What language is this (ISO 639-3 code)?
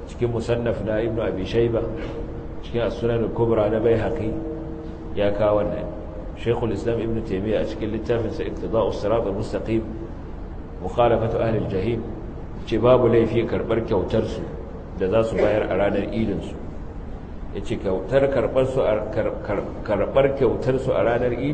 hau